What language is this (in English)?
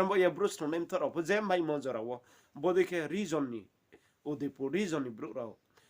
Riang (India)